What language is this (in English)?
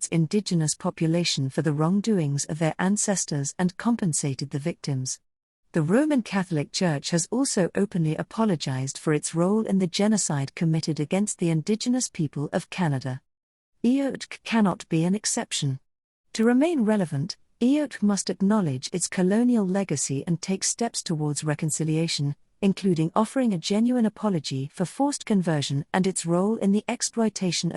English